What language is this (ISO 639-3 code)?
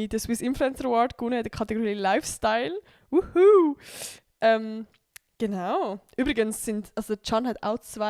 gsw